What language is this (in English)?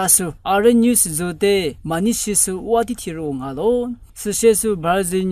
Lisu